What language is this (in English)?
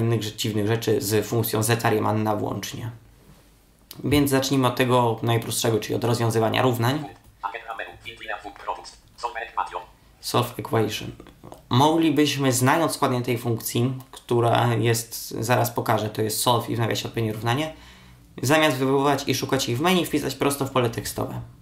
Polish